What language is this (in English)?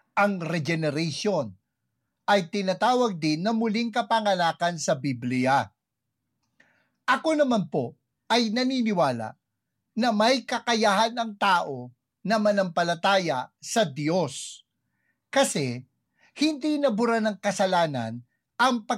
Filipino